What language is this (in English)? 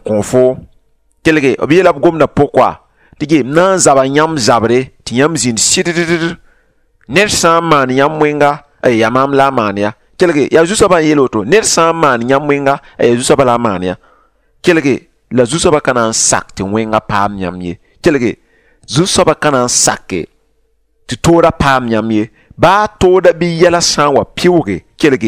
Mossi